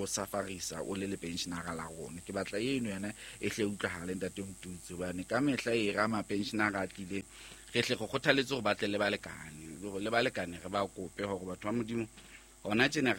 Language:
Southern Sotho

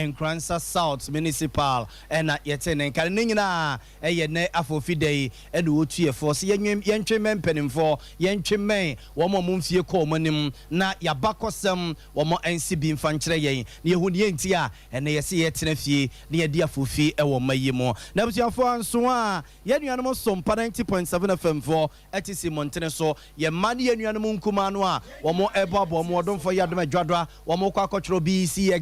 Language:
Akan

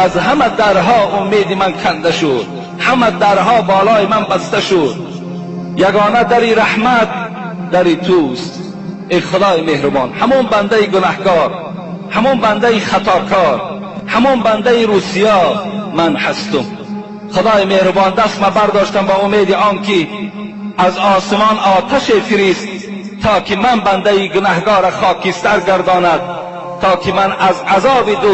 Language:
Tajik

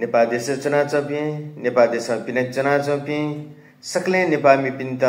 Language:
Newari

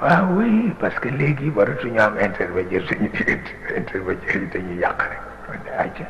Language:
Wolof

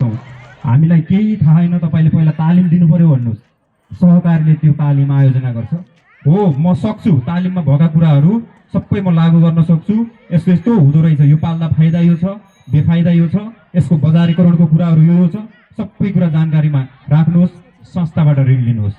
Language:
Nepali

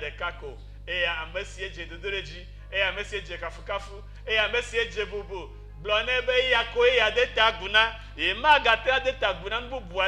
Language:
Ewe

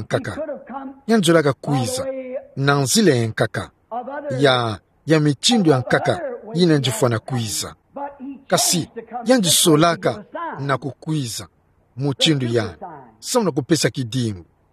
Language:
Kituba (Democratic Republic of Congo)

